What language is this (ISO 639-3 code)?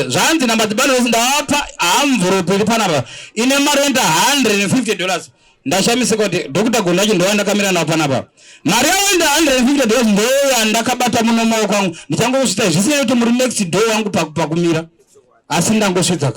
sna